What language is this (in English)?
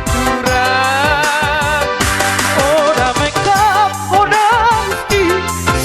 Batak Toba